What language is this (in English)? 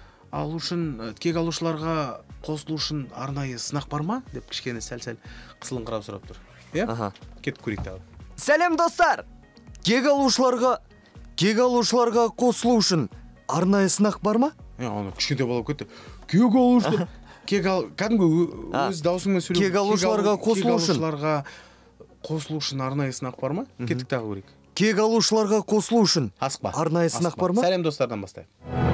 Kazakh